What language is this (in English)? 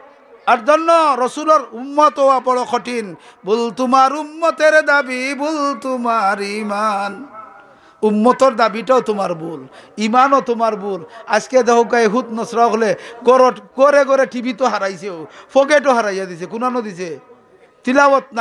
Sylheti